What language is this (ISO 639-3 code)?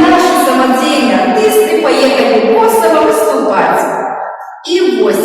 bel